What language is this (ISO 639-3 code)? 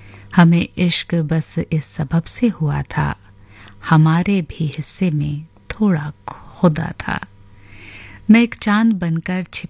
hin